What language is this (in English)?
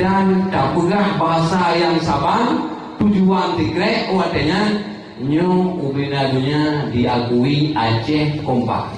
Achinese